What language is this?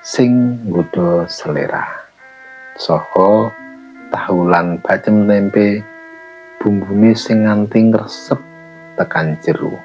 Javanese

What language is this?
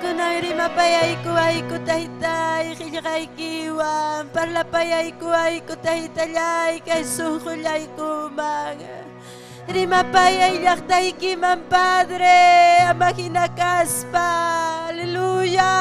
Ayacucho Quechua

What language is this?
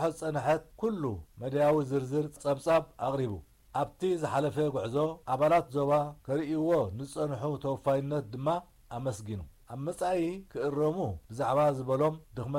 Tigrinya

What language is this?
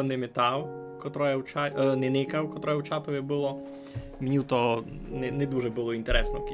Rusyn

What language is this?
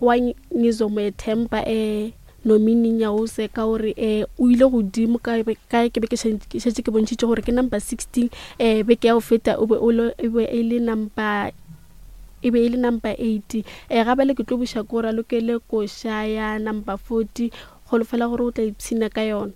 Northern Sotho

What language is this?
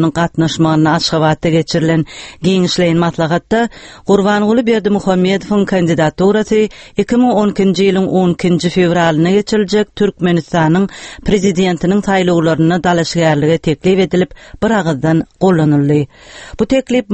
Turkmen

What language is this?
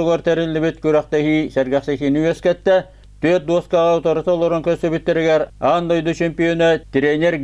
Yakut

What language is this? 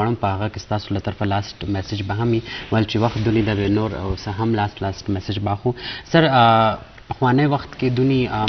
Eastern Balochi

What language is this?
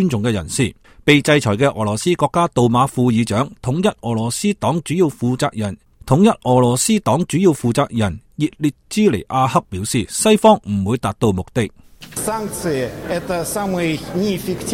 Cantonese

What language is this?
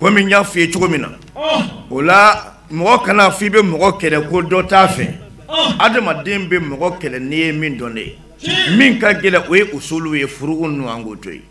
Bambara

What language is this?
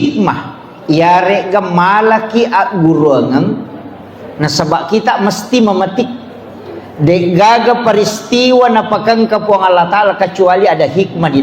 Buginese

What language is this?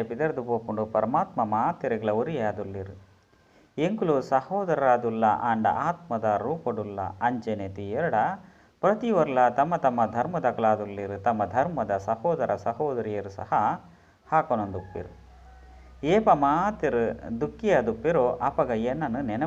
Tulu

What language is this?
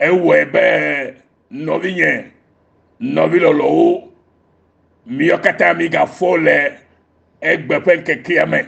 Ewe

